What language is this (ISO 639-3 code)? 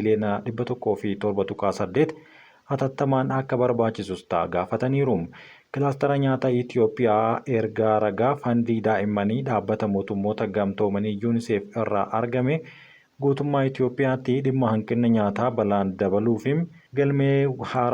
orm